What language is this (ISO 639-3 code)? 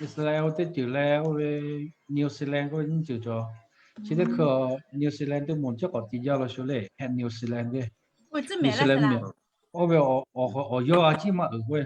lhu